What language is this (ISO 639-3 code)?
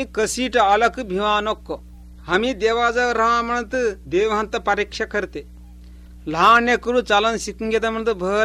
mar